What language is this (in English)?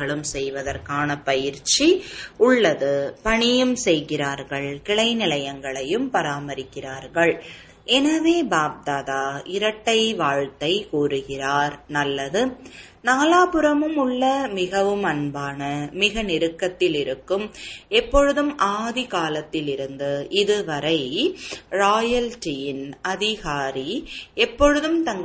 Tamil